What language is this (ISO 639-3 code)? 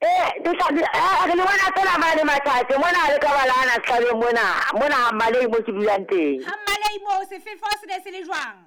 sot